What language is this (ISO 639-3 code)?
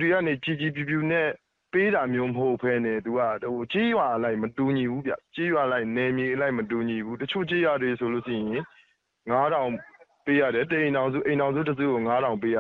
mya